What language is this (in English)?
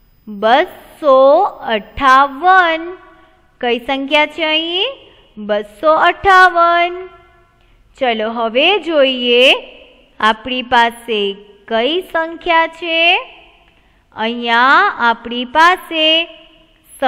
Gujarati